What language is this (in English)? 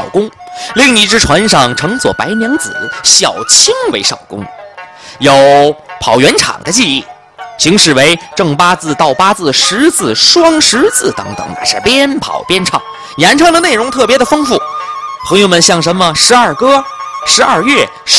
Chinese